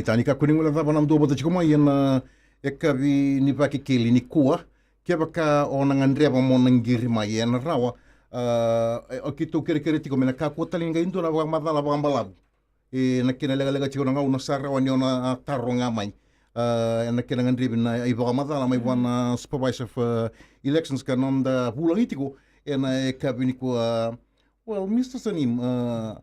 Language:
Fijian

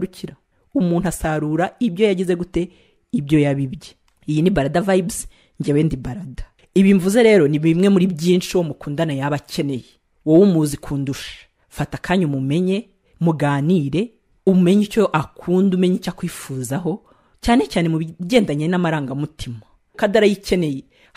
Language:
Kinyarwanda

